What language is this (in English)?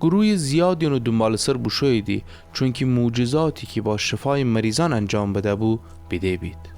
Gilaki